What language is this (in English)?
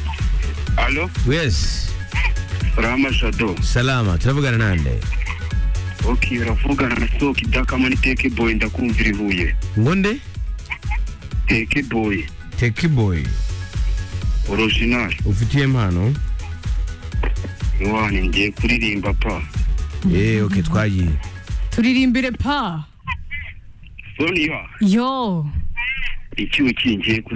Kinyarwanda